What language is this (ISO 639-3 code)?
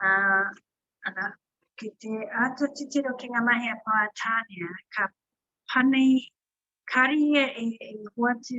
mri